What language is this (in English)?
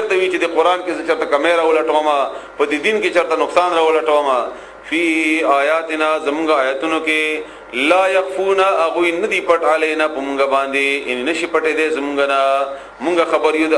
Pashto